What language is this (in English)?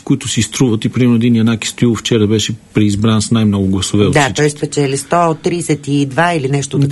Bulgarian